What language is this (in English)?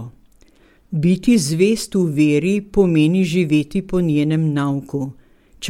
Slovenian